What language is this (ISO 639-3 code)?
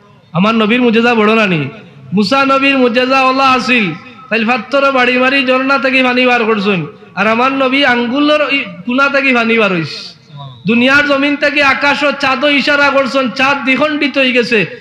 syl